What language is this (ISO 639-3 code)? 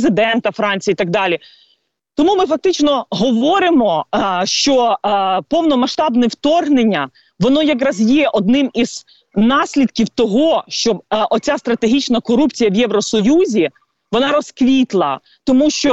ukr